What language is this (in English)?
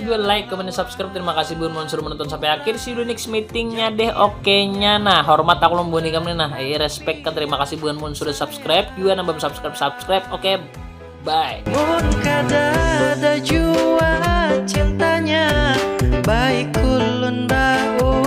Banjar